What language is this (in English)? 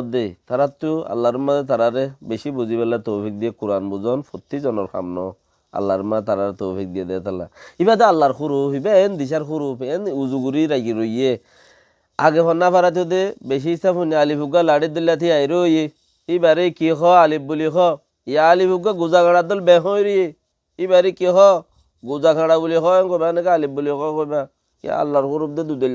Rohingya